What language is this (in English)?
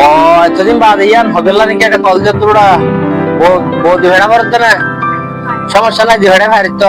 Rohingya